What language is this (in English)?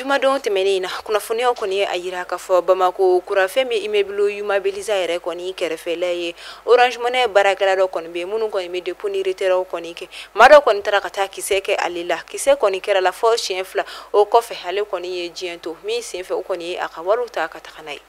Bambara